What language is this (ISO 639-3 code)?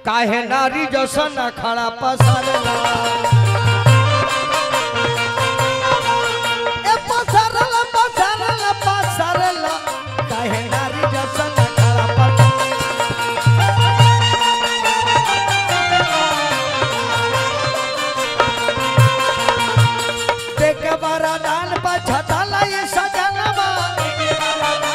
bho